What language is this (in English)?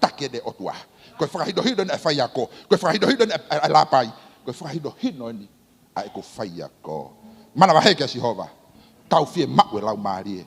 Tongan